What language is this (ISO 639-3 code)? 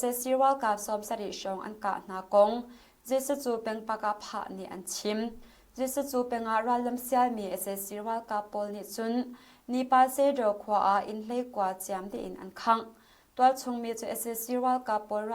cnh